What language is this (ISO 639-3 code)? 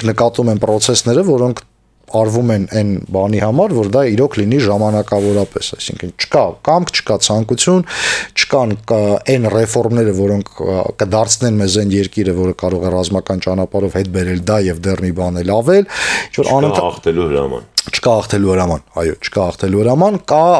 hye